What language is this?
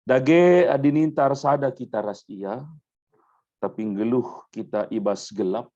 Batak Karo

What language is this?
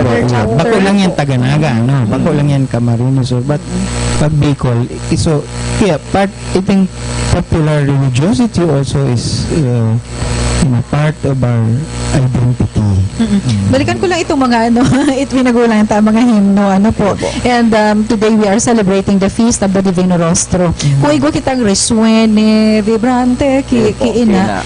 Bikol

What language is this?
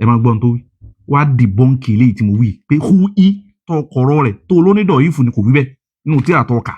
Yoruba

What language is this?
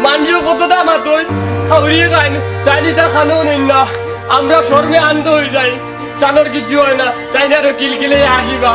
Sylheti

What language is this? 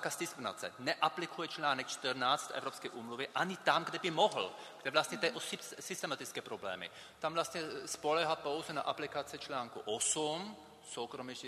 Czech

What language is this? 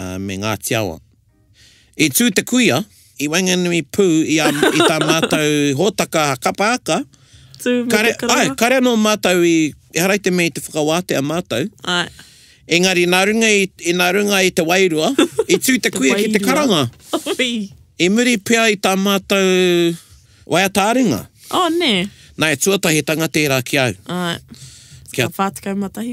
Māori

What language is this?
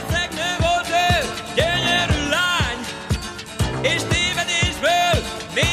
Hungarian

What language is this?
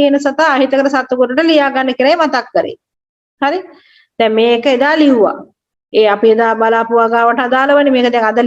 Sinhala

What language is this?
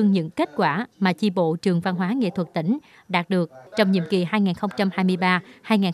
Vietnamese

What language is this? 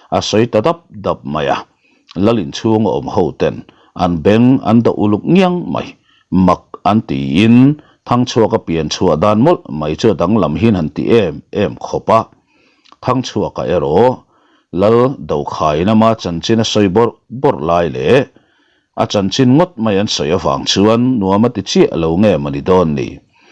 Mizo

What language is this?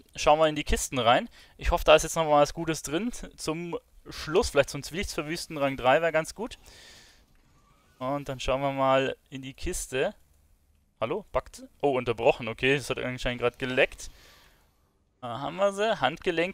German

